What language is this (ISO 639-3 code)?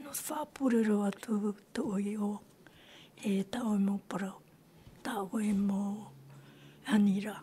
tah